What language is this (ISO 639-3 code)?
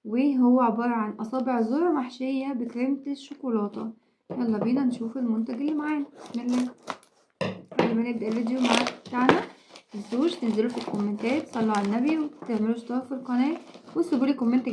arz